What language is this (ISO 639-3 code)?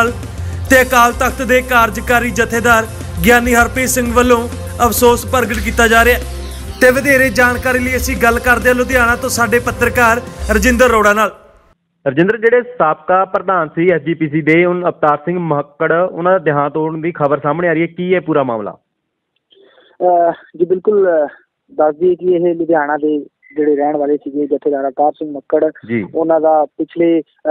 pan